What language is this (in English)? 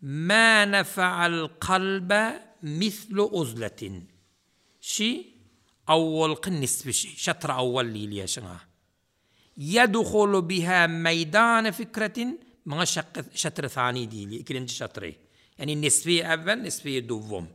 Turkmen